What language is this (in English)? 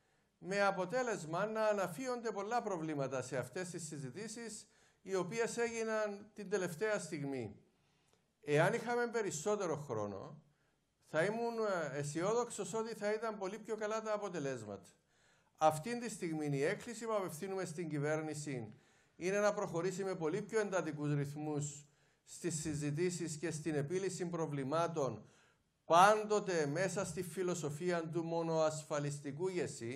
Greek